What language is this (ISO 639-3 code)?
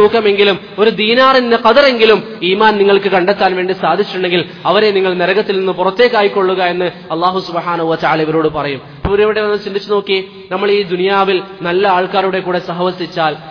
mal